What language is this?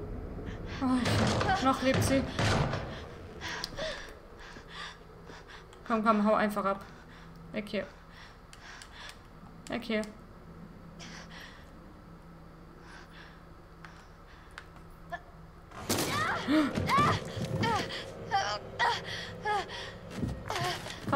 German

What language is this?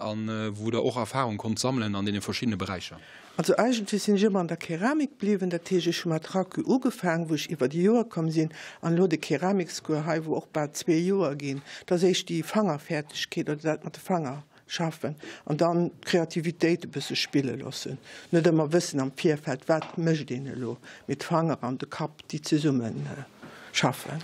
Luxembourgish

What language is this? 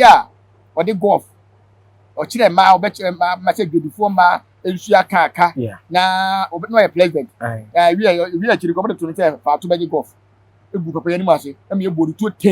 Akan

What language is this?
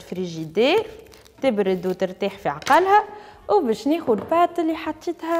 Tunisian Arabic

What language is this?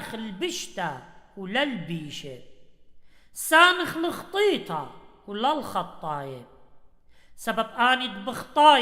Assyrian Neo-Aramaic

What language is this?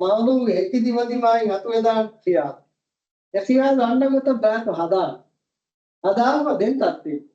Divehi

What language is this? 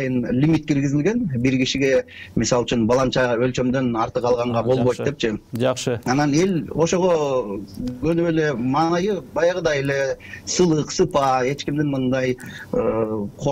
Kyrgyz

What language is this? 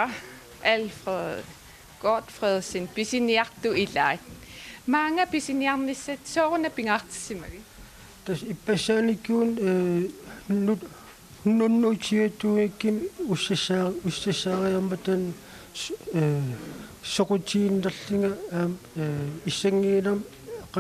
Kalaallisut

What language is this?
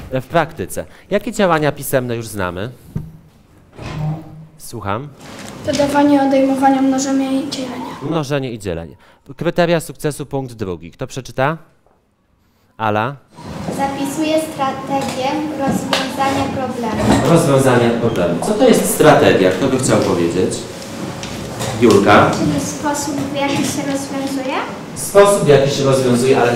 Polish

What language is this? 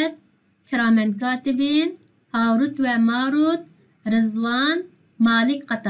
Uyghur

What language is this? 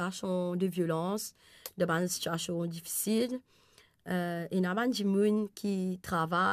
Morisyen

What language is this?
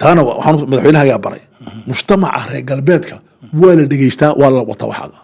Somali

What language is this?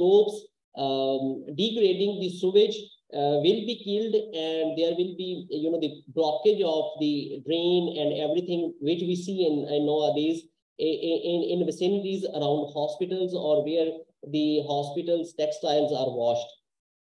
English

